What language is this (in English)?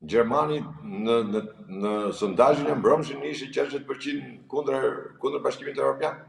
Albanian